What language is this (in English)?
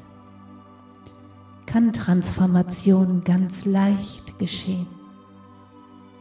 German